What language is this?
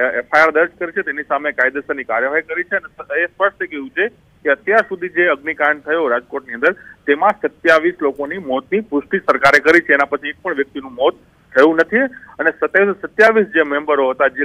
Gujarati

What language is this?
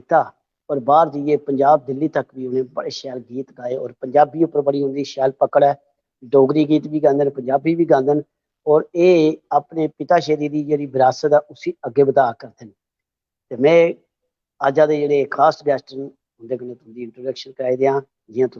Dogri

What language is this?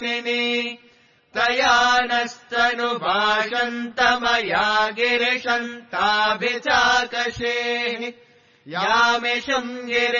Sanskrit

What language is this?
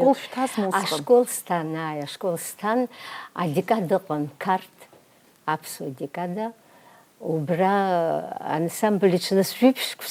Abkhazian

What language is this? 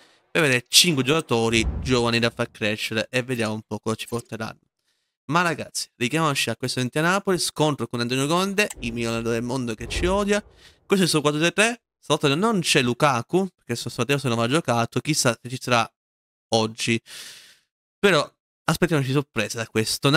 Italian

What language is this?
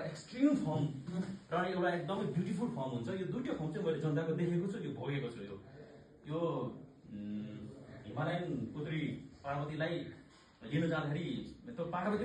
Nepali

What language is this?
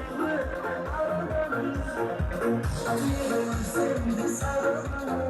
Kara-Kalpak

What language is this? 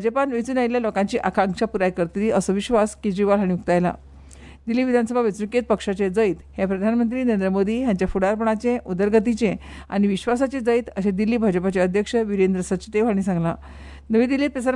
Konkani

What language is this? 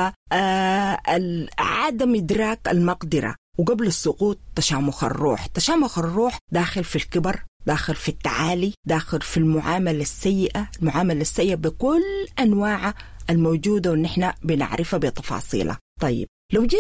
Sudanese Arabic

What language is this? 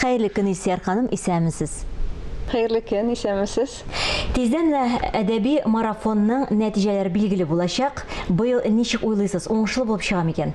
Tatar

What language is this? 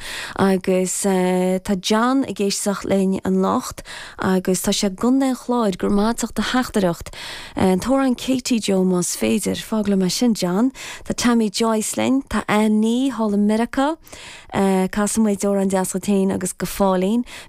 Irish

